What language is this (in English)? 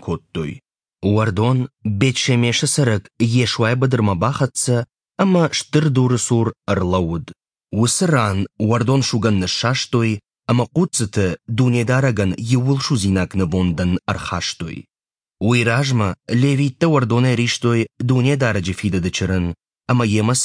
Ossetic